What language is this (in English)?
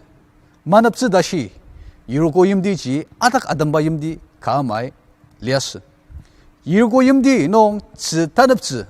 Ao Naga